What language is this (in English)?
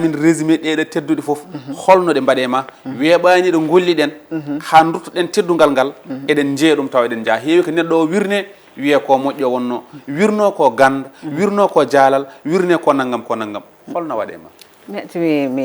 Fula